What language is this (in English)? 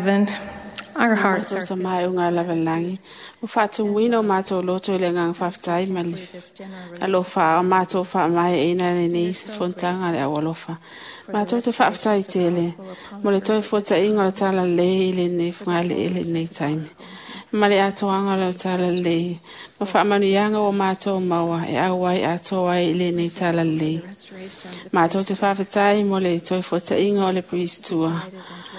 Samoan